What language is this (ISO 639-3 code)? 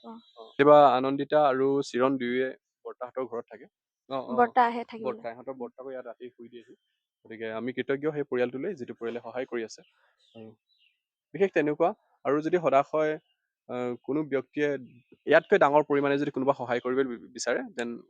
asm